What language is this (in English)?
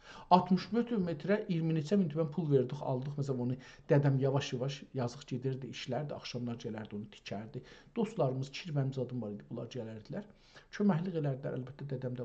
South Azerbaijani